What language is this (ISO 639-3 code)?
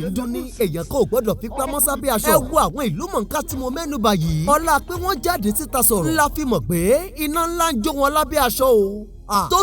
yor